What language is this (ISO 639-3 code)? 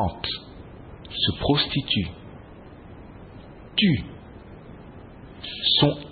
fra